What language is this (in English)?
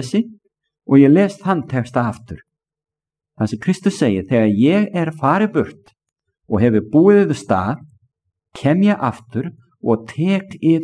Icelandic